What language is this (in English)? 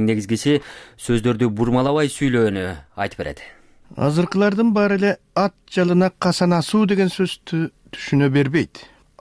Kyrgyz